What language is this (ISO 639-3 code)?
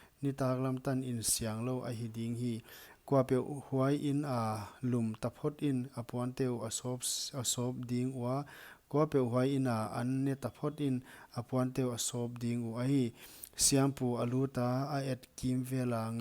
pck